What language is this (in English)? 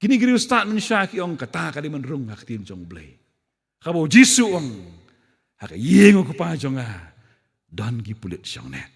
Khasi